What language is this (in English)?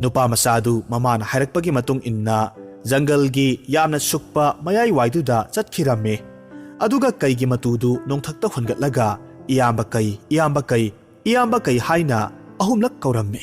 Manipuri